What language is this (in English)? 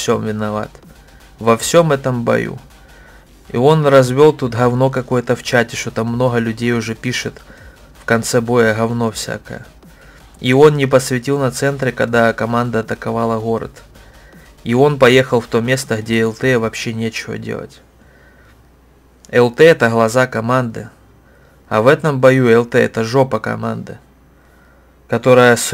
Russian